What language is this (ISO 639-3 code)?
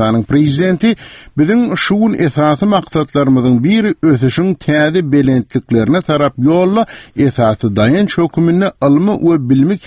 tuk